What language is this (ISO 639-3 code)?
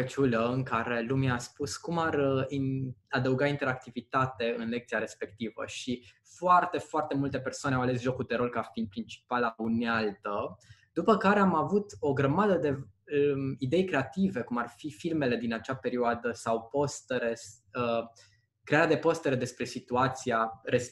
ron